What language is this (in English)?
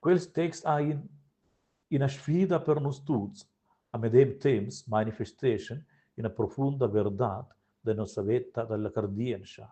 Romansh